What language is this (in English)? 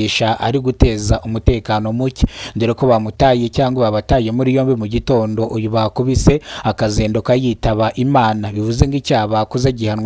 Kinyarwanda